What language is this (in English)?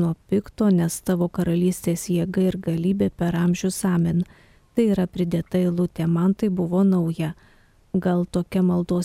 Lithuanian